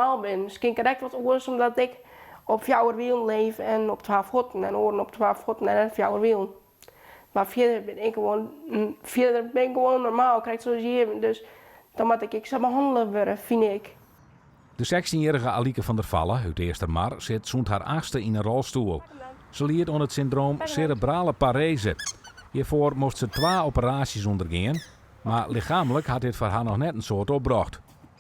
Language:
Western Frisian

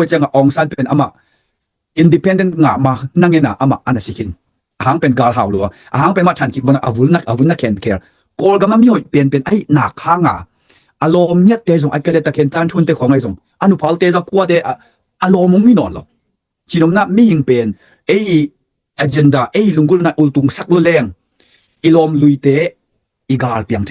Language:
Tedim Chin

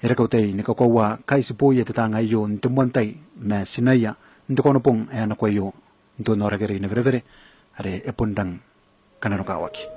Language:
Gilbertese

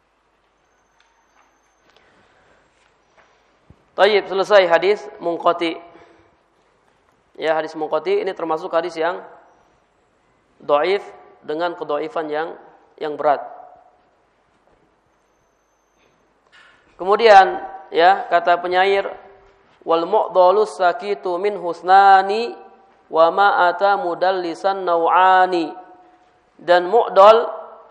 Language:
Indonesian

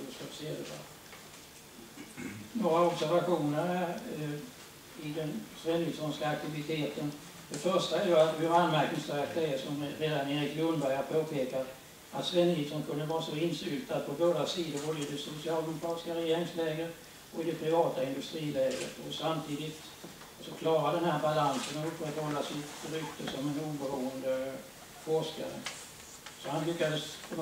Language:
Swedish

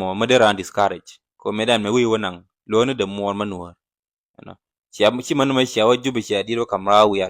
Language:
Nuer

